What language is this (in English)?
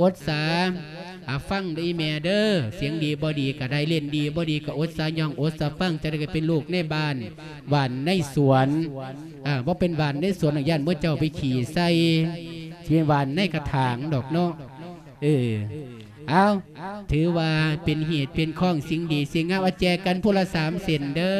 Lao